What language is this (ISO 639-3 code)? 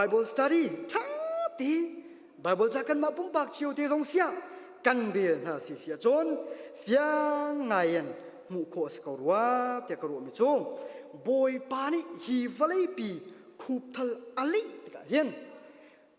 cnh